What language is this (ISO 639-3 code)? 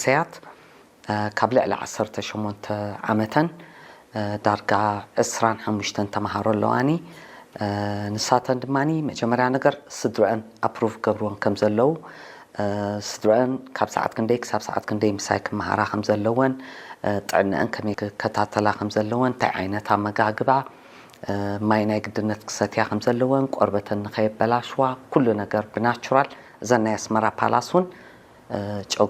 tir